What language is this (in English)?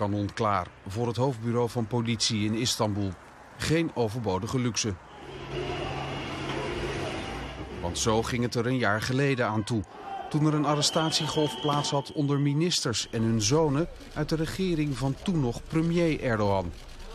Dutch